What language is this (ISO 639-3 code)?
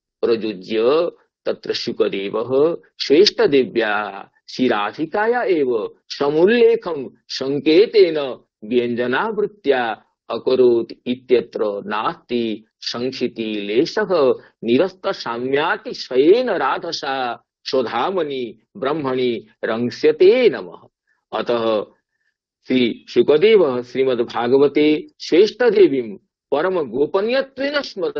san